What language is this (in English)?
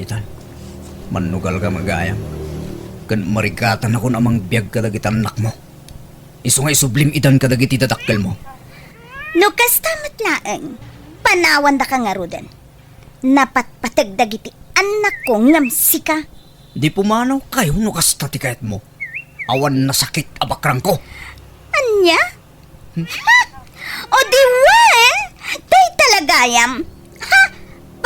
Iloko